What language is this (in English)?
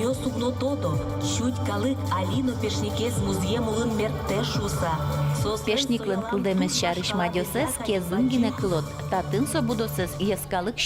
Udmurt